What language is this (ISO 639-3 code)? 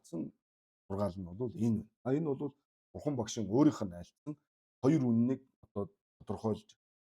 mon